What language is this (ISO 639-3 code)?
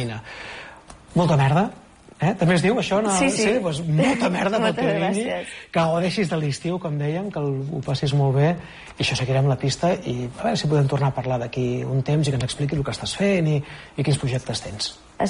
cat